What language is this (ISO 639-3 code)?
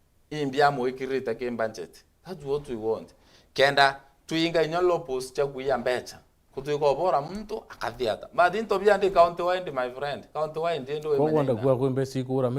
mer